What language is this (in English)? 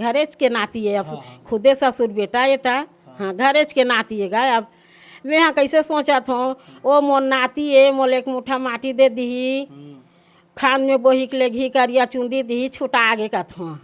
Chhattisgarhi